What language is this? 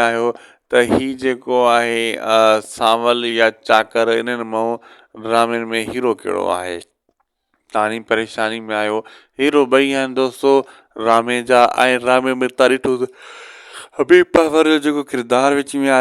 Sindhi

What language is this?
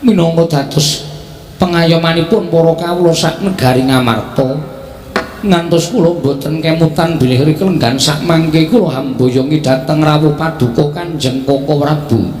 Javanese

